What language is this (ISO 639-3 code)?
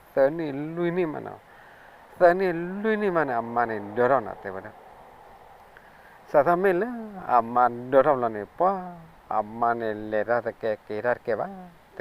ksw